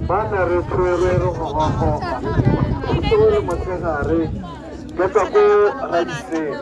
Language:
Tswana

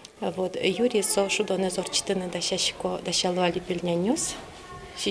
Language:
Udmurt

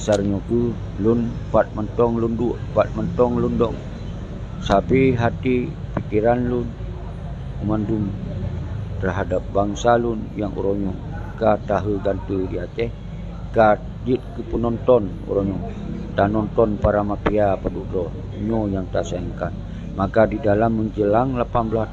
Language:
Achinese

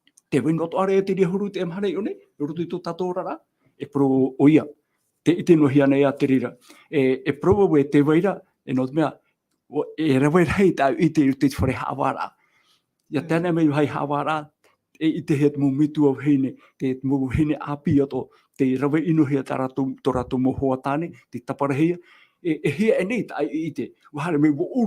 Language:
Tahitian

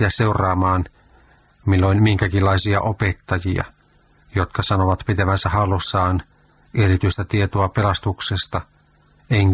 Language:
Finnish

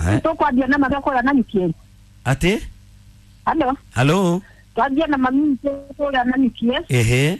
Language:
Kikuyu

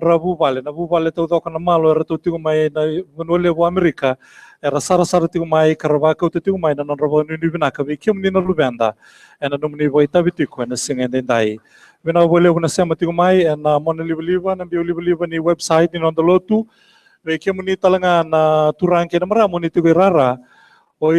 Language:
Fijian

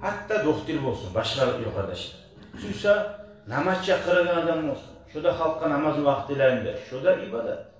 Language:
Kumyk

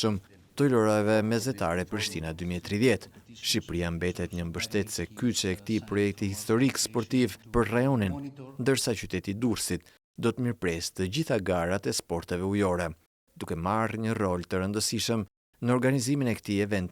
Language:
Albanian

